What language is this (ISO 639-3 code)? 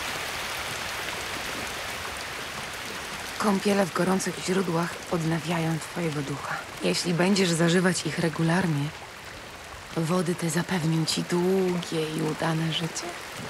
pol